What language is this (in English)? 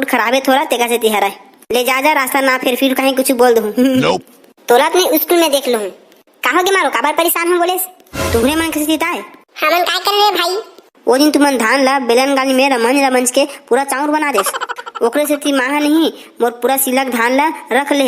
Chhattisgarhi